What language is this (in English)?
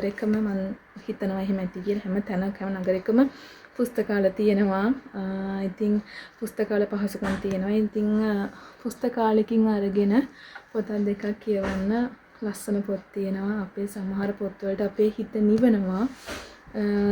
Sinhala